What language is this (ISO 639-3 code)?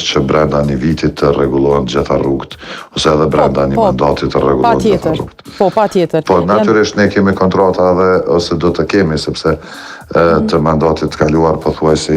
sqi